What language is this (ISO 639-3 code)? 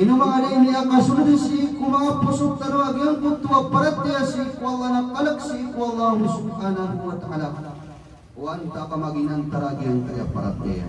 mrw